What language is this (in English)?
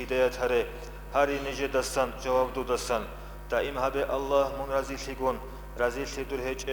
Avaric